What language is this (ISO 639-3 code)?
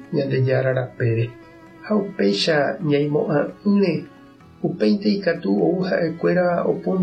grn